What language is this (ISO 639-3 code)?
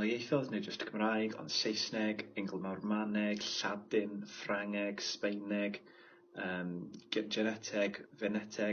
cym